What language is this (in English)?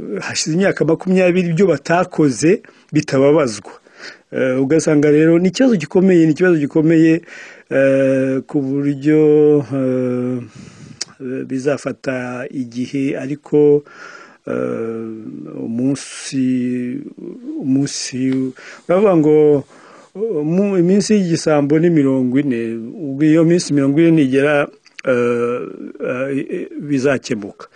Kinyarwanda